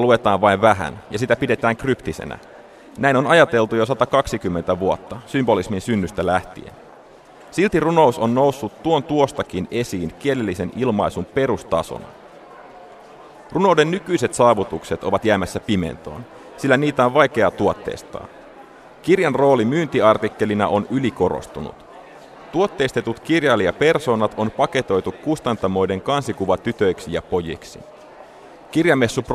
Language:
Finnish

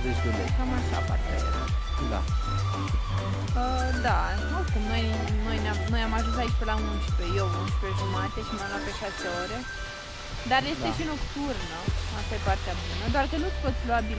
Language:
Romanian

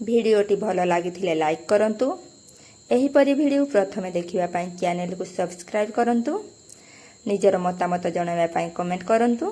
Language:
Odia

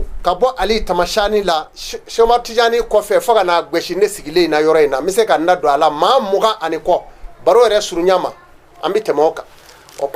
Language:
Bambara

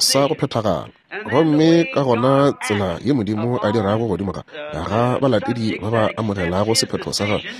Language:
Northern Sotho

